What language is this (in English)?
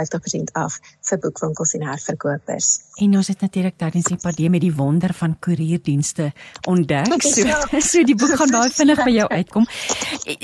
Afrikaans